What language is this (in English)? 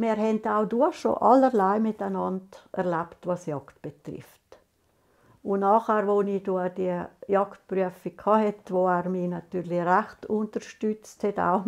Swiss German